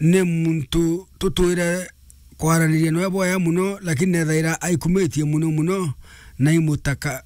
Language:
Meru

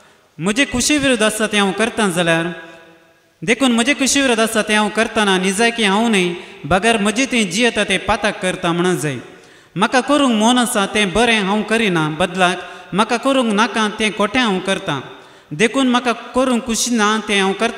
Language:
Konkani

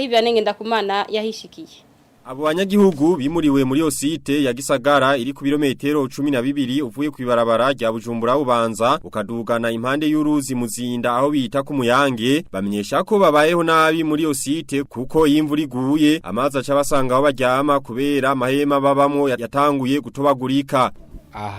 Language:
Rundi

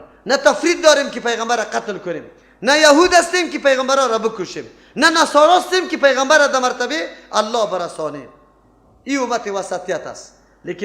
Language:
Persian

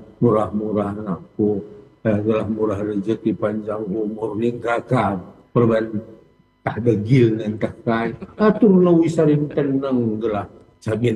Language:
Batak Karo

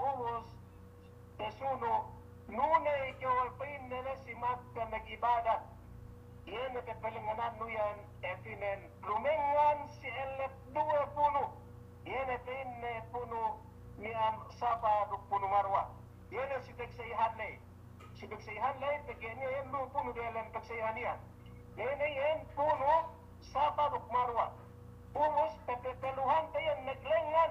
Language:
Yakan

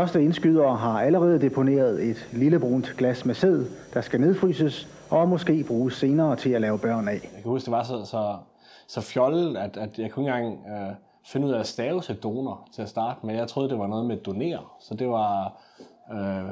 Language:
Danish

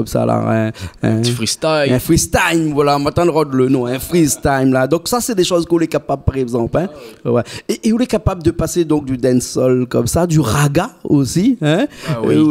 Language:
Réunion Creole French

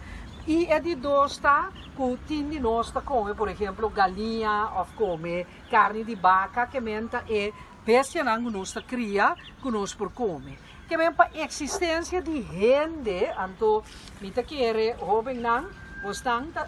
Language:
Papiamento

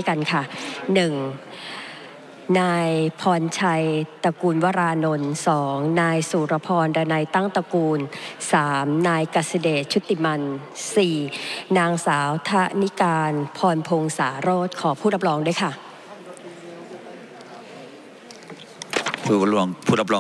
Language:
Thai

